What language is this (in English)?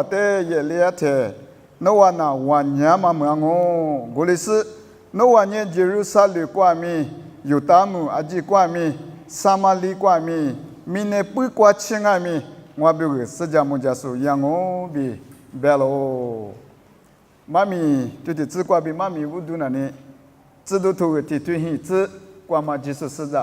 Lisu